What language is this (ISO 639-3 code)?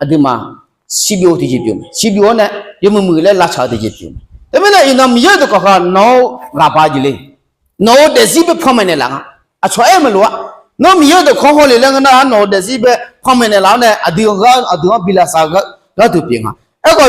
ahk